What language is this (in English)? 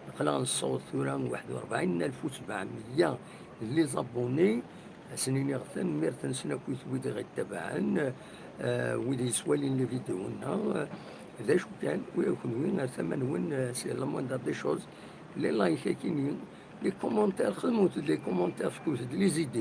Kabyle